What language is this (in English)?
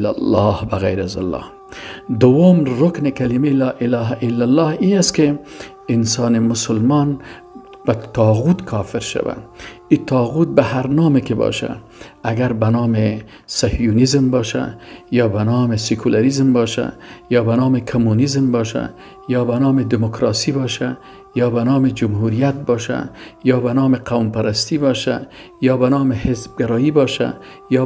Persian